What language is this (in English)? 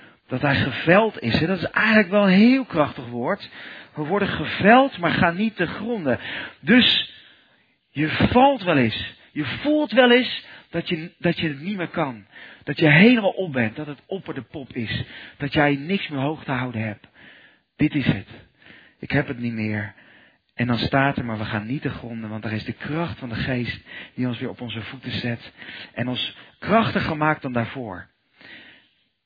Dutch